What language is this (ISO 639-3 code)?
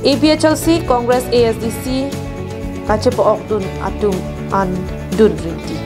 mjw